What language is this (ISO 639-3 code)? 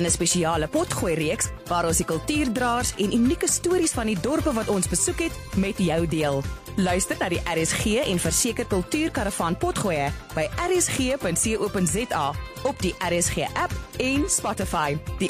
afr